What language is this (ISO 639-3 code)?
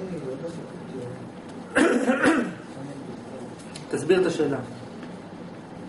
heb